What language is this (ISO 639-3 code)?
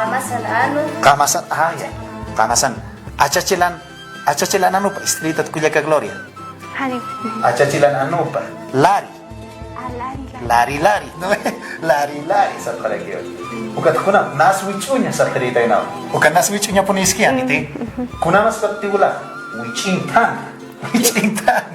aym